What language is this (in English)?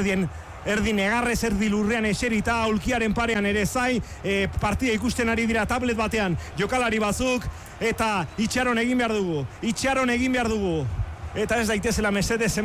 Basque